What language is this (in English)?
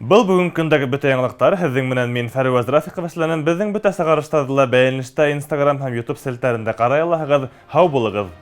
Bashkir